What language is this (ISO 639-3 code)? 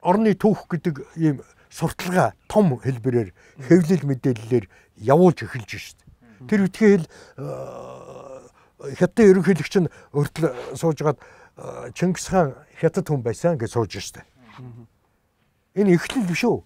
mon